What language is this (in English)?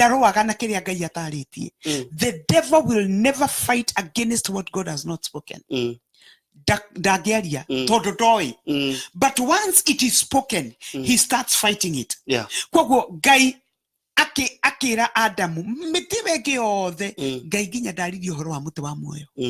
Kikuyu